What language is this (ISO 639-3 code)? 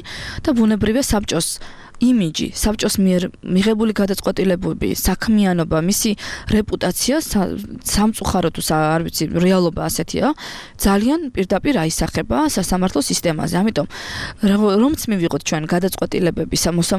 kat